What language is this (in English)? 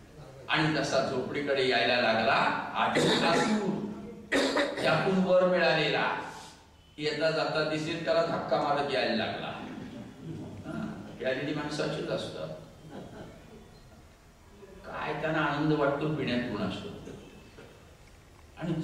Marathi